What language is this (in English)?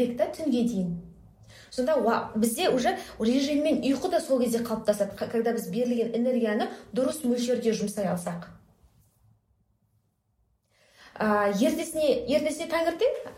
Kazakh